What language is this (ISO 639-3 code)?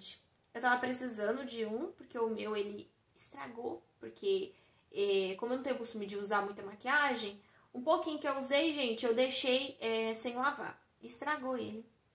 por